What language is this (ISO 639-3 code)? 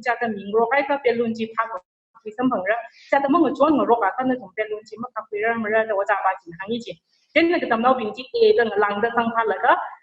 nmf